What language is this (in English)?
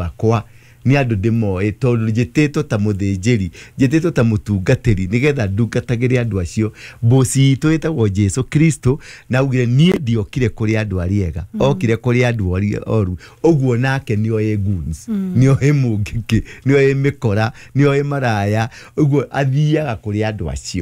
Kikuyu